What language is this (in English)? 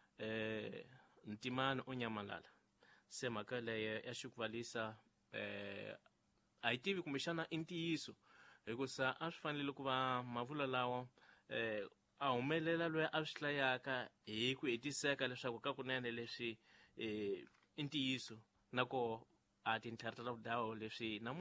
Tsonga